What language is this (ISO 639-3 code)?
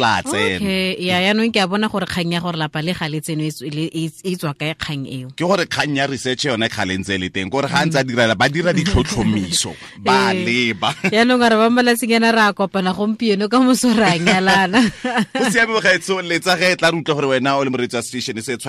tsn